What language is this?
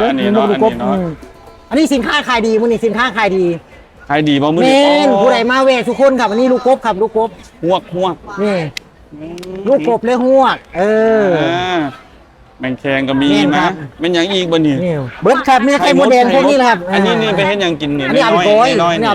Northeastern Thai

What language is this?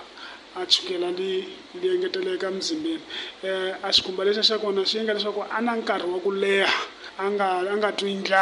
Tsonga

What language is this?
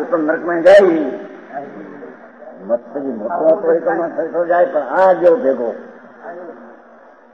Gujarati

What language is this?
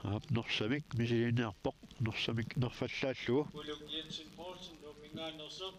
Kalaallisut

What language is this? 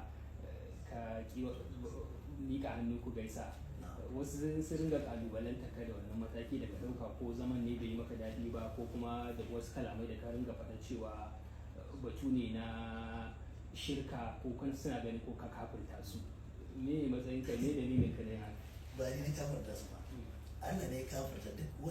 Hausa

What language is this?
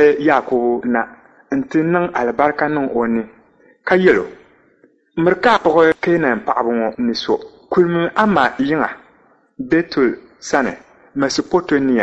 Dagbani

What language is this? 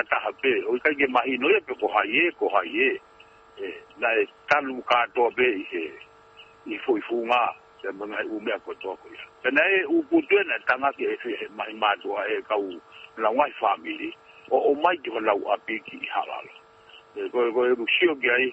Tongan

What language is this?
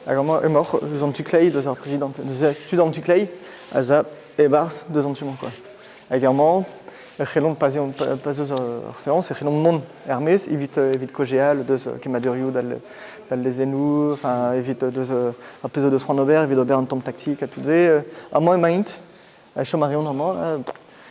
Breton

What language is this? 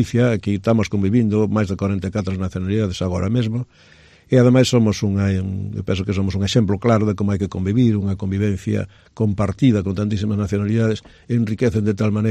Galician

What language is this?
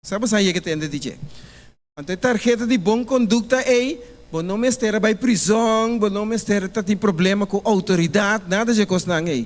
Papiamento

